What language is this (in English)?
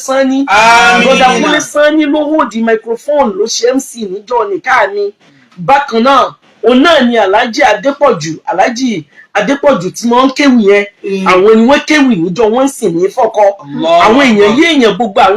Yoruba